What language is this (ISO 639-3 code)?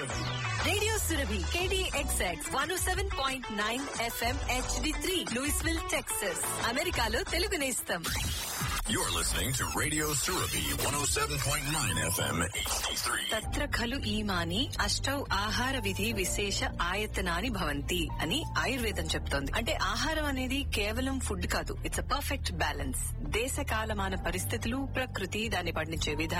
tel